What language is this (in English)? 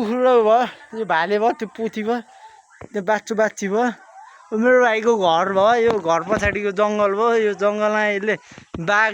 Nepali